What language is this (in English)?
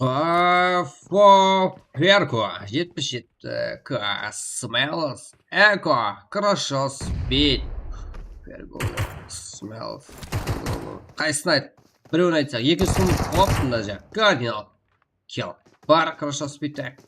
Kara-Kalpak